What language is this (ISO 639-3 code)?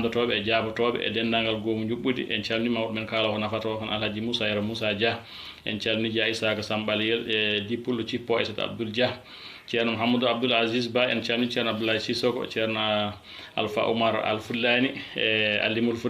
ful